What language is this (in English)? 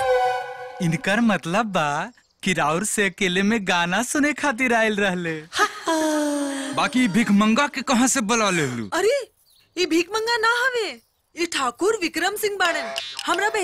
Bhojpuri